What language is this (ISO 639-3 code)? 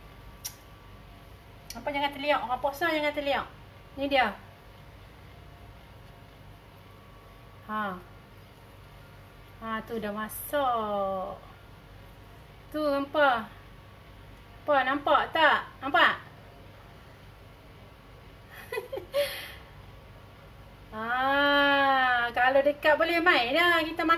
msa